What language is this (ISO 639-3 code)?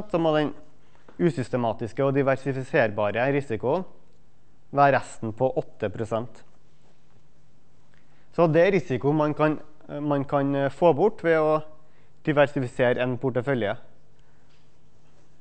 nor